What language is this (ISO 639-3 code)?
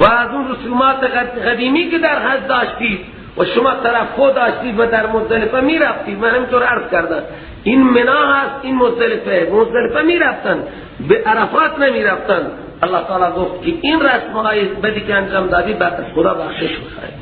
fas